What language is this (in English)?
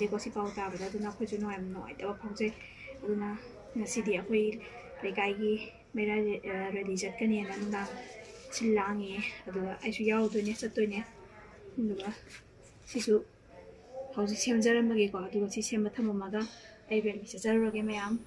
Manipuri